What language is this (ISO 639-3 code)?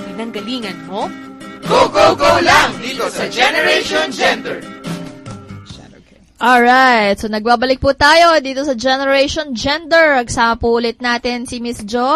fil